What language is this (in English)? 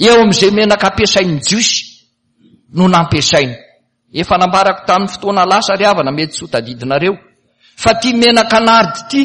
Malagasy